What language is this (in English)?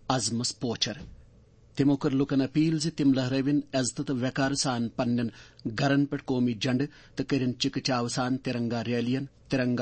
Kashmiri